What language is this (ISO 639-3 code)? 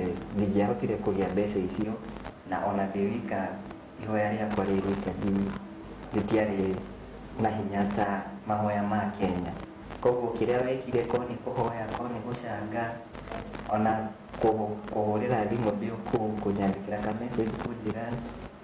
kik